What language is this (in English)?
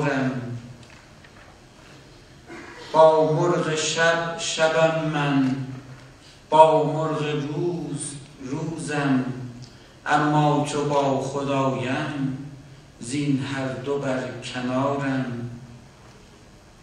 Persian